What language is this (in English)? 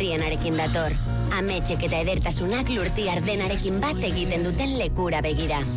Basque